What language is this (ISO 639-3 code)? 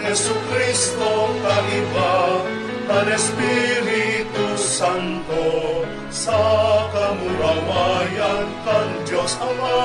bik